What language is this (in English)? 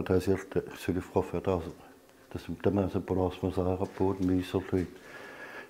Kalaallisut